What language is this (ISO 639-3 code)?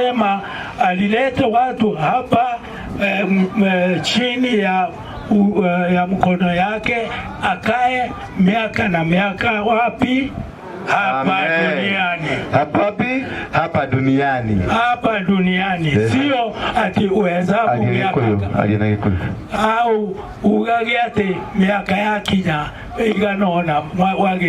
kik